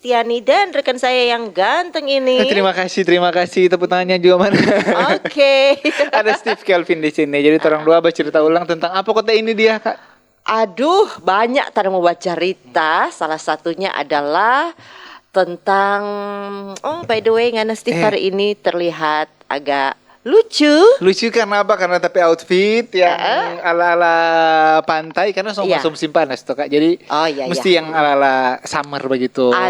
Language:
Manado Malay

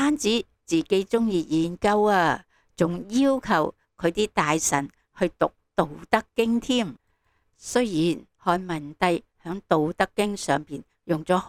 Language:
Cantonese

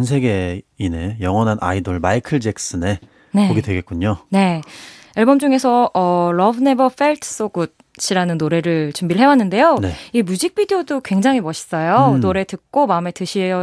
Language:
Korean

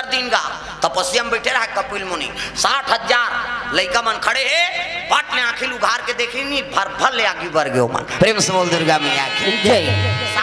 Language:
Chhattisgarhi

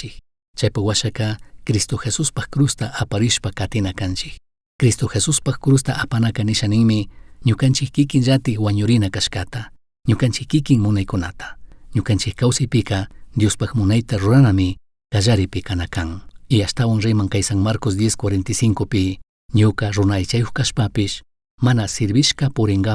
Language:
Chimborazo Highland Quichua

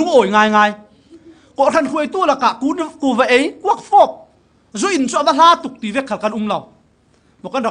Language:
Falam Chin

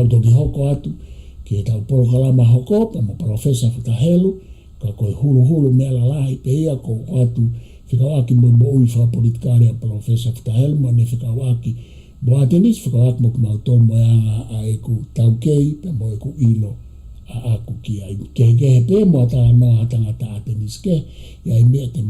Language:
Tongan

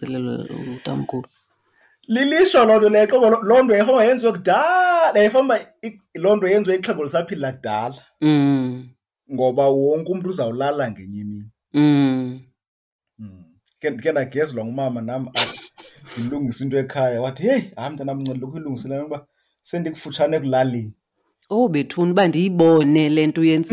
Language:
Xhosa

